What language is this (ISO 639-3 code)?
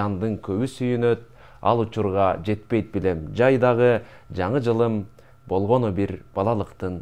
kir